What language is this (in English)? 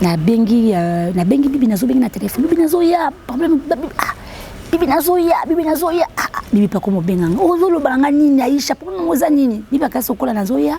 Lingala